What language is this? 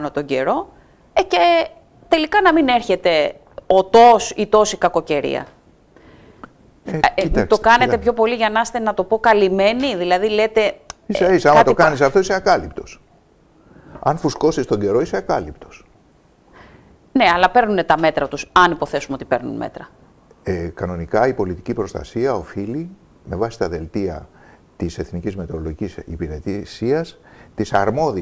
Greek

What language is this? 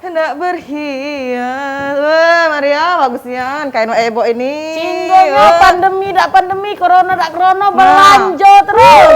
Musi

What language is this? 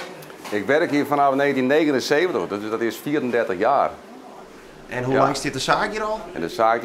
Western Frisian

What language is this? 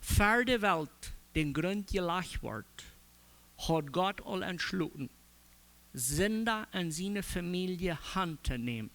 Plautdietsch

